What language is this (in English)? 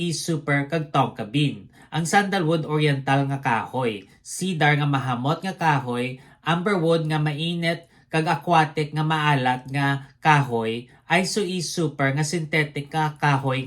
Hiligaynon